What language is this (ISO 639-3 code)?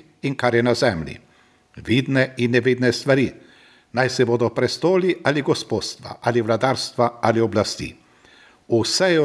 slv